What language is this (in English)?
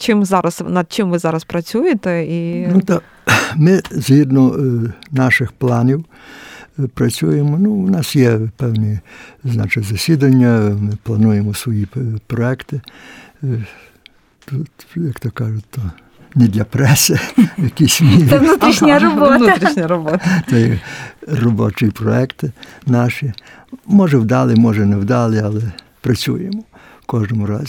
Ukrainian